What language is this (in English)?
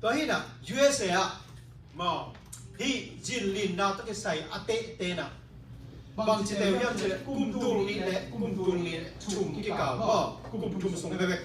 Tedim Chin